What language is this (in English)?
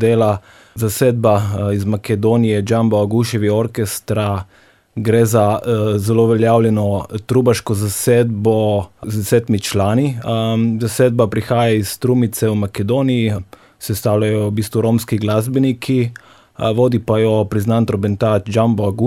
Slovenian